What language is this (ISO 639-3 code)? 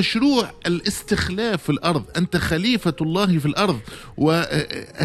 aeb